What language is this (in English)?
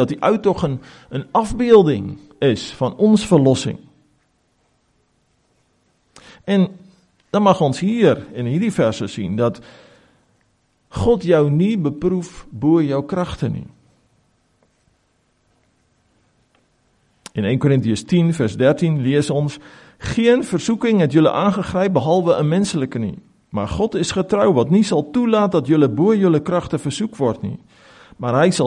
Afrikaans